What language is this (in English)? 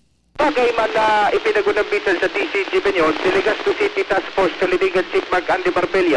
Bikol